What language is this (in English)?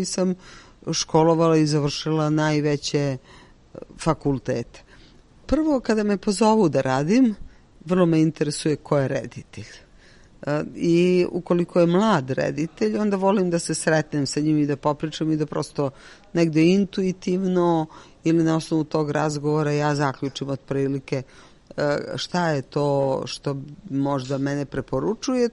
Serbian